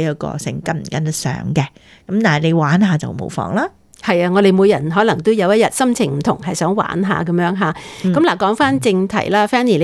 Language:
Cantonese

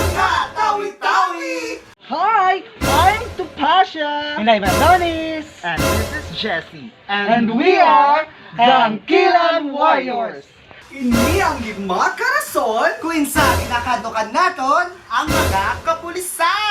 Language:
Hiligaynon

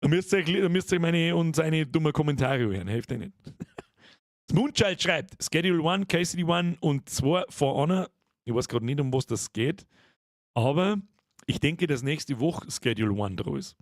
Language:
Bavarian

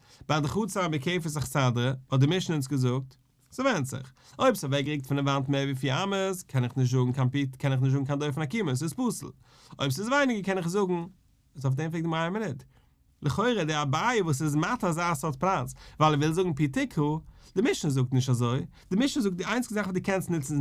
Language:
Yiddish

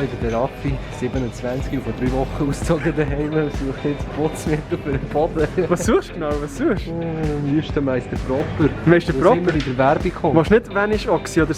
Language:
Swiss German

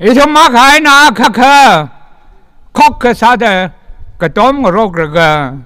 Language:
Tangkhul Naga (India)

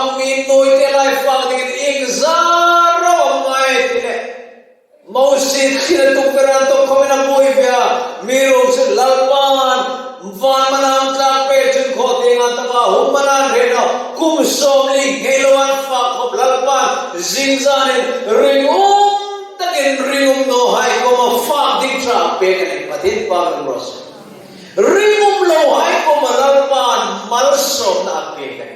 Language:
Hmar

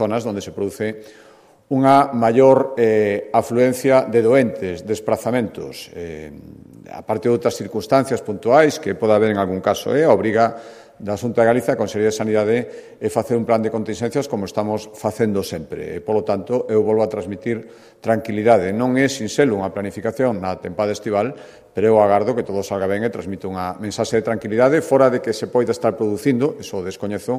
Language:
Galician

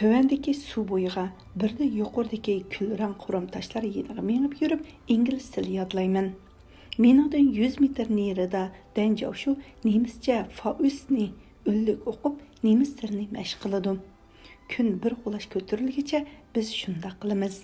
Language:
Uyghur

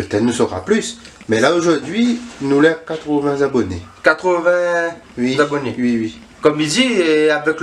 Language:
Réunion Creole French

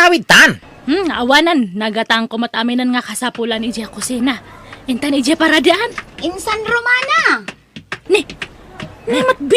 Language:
Iloko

